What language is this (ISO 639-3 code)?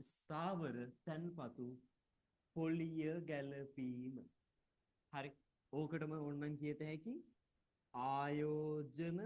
sin